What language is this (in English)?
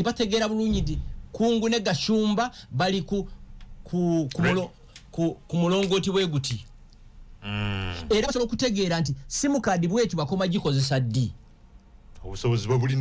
Ganda